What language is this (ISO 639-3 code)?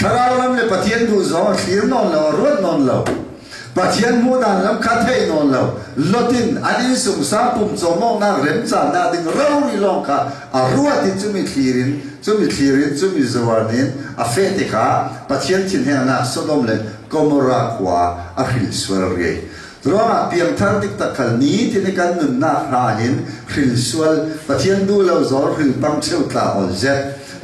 cfm